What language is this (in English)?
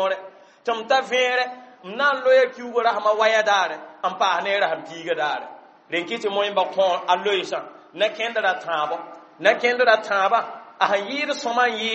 Mossi